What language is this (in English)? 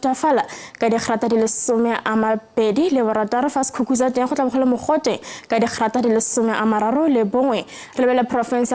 Tswana